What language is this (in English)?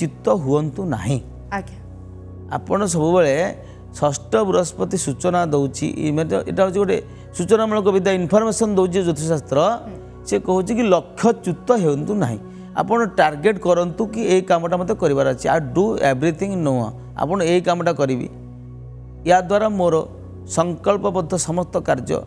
Odia